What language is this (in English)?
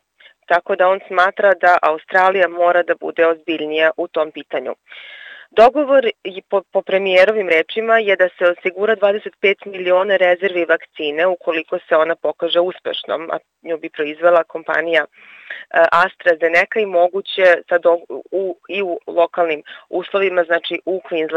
Serbian